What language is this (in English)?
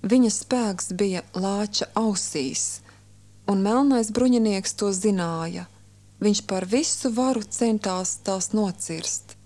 Latvian